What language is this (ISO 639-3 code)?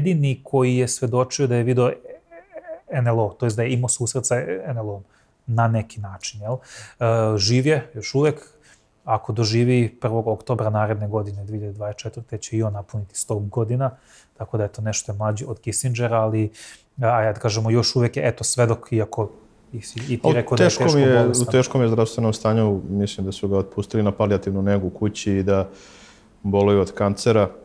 srp